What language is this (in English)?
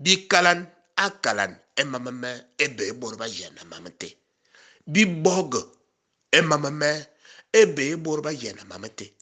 Fang